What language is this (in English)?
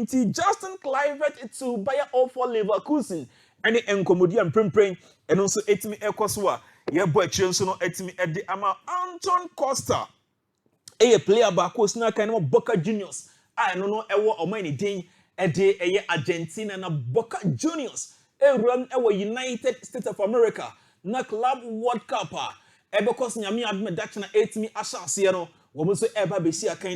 Akan